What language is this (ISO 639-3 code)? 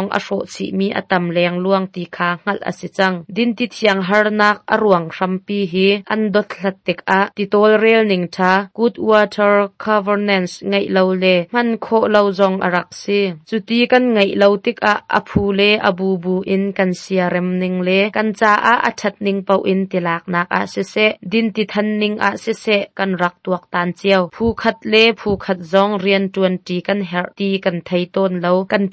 cnh